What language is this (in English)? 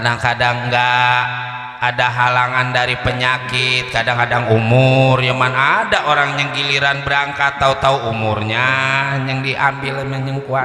Betawi